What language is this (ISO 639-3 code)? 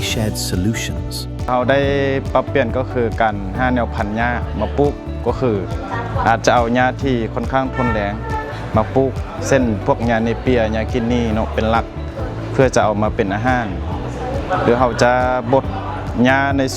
lao